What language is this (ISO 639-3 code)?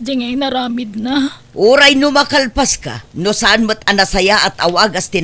ilo